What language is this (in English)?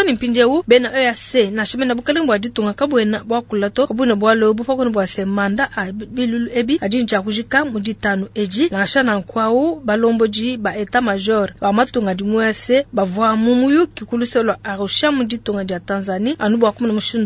Luba-Lulua